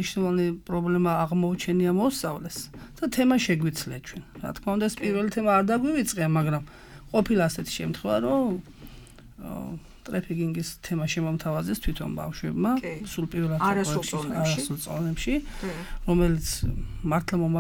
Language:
Georgian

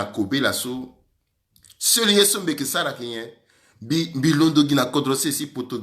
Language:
Sango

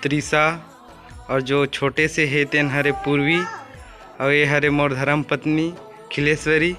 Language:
Chhattisgarhi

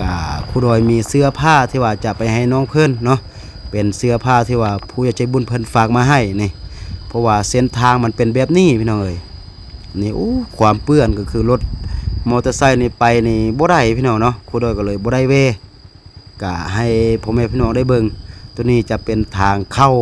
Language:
Lao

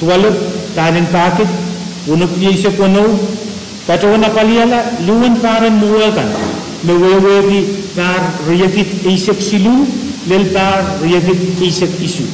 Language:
Pohnpeian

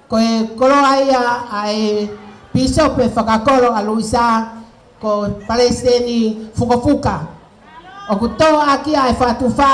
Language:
Tongan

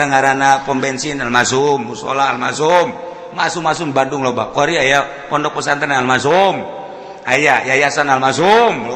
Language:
Sundanese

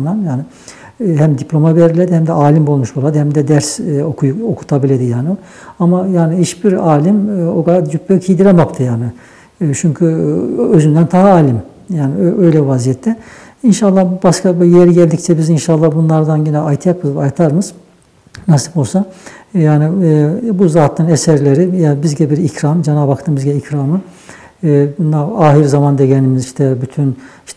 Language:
Nogai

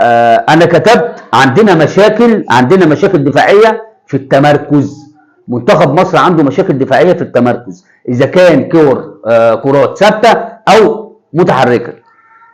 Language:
Egyptian Arabic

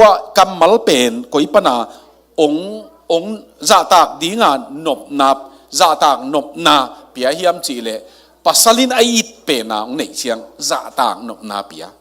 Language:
Tedim Chin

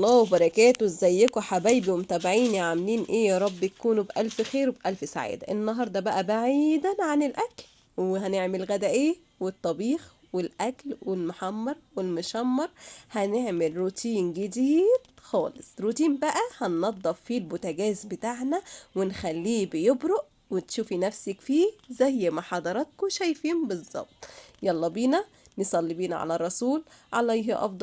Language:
Egyptian Arabic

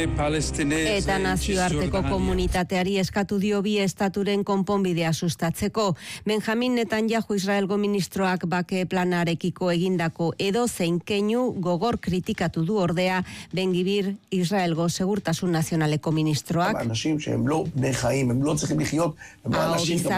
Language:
Basque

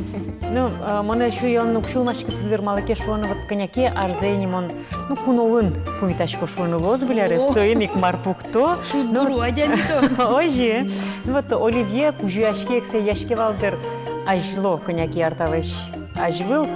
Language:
Udmurt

